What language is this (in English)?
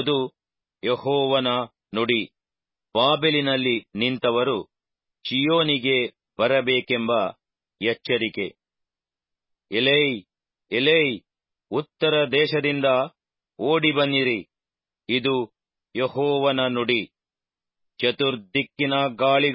Kannada